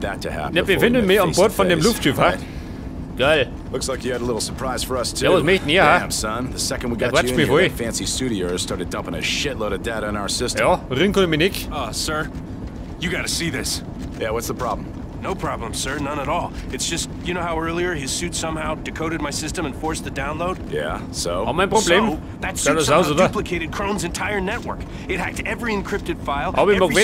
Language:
Bavarian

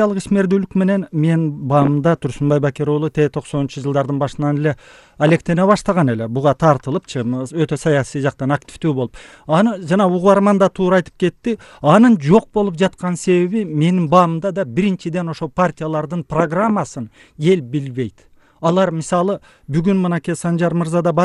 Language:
Kyrgyz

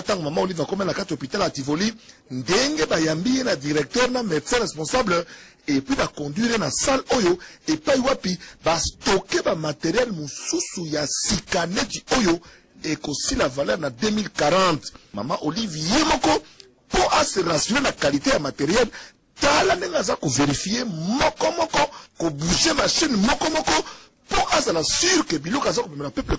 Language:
Lingala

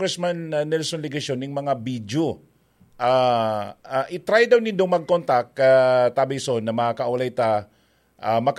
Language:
Bikol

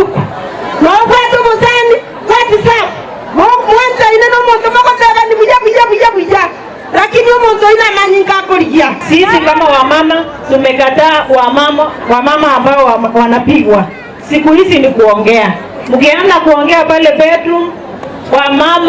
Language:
Gusii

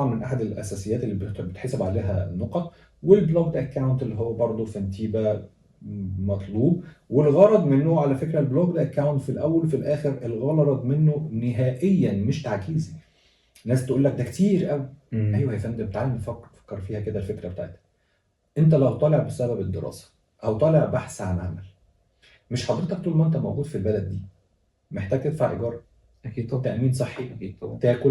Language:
Egyptian Arabic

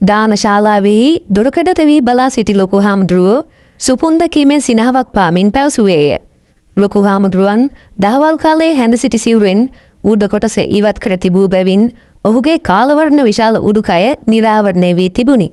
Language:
Sinhala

